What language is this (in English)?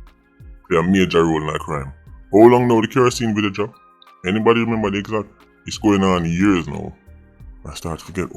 Jamaican Creole English